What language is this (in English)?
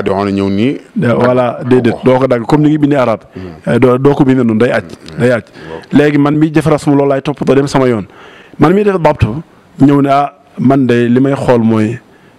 Wolof